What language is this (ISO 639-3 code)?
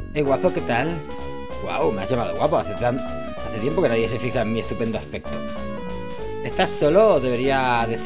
spa